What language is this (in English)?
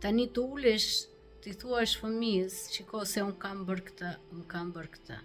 Albanian